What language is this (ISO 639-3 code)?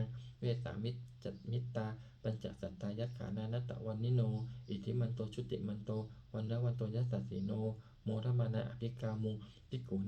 pli